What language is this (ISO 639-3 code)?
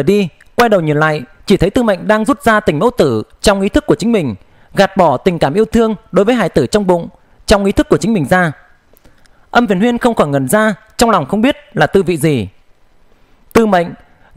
vie